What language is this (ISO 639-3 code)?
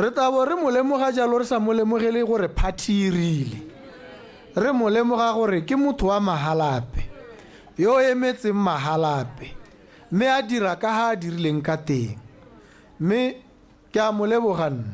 tsn